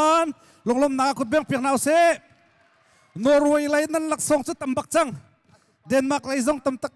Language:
Hakha Chin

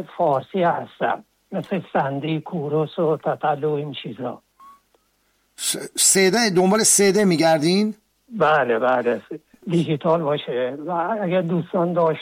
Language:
Persian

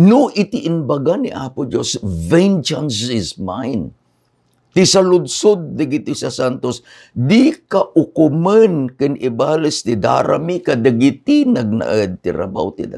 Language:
Iloko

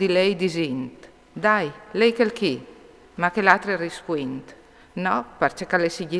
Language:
Friulian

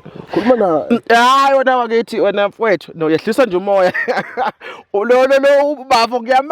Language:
Zulu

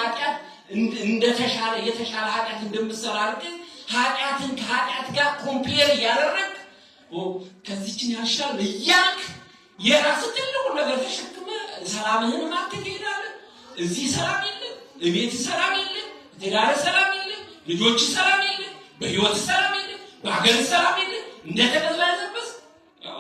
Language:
Amharic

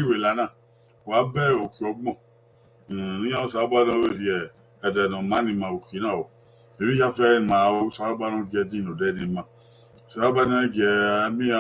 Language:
Bini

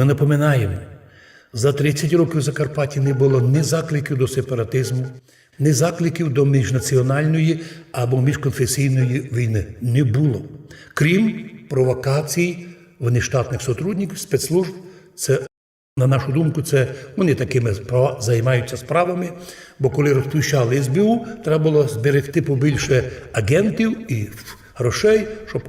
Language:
Rusyn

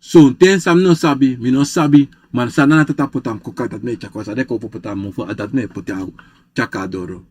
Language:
Sranan Tongo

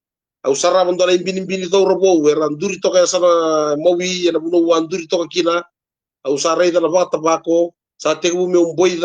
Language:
Fijian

